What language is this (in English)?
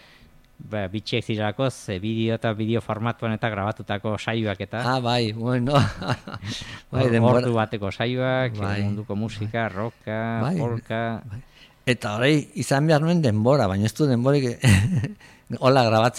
Basque